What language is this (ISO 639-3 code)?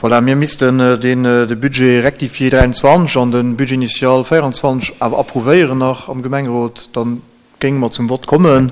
ltz